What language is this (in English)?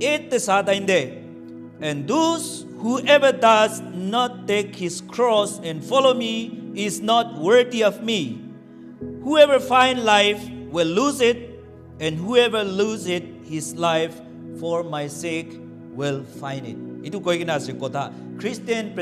Naga Pidgin